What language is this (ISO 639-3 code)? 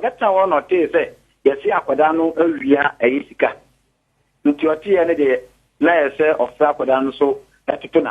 aka